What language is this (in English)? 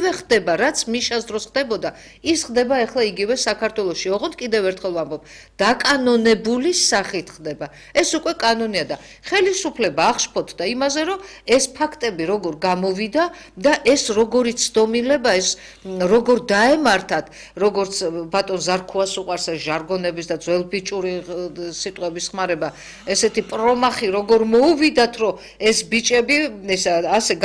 Georgian